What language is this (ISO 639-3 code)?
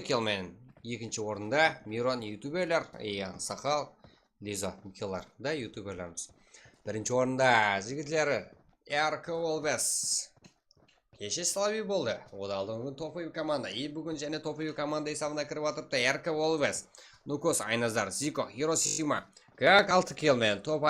kaa